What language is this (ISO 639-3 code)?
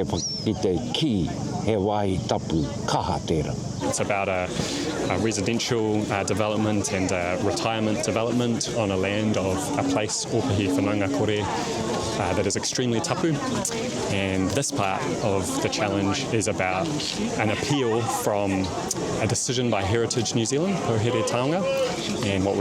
mri